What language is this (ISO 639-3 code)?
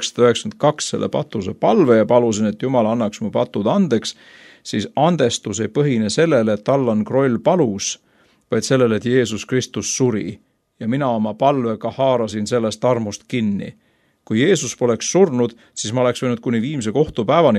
est